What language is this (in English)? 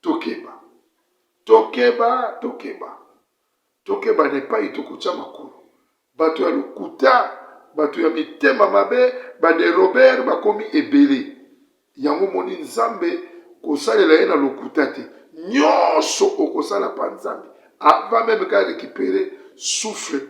Lingala